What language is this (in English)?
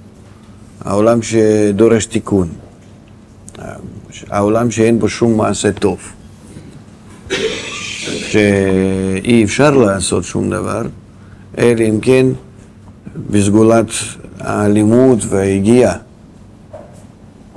Hebrew